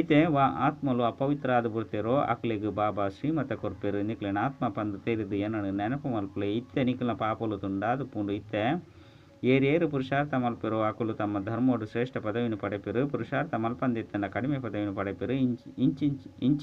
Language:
Tulu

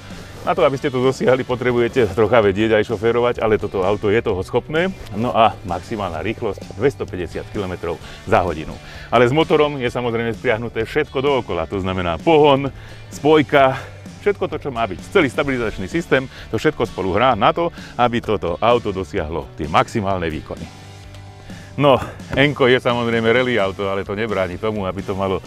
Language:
Slovak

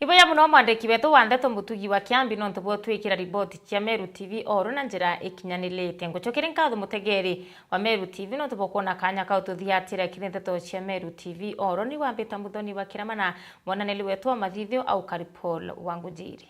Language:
Meru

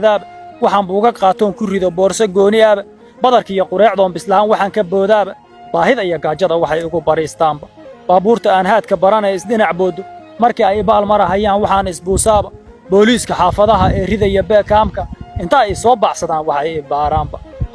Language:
Somali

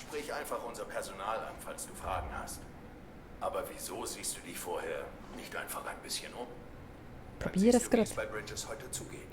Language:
Swiss German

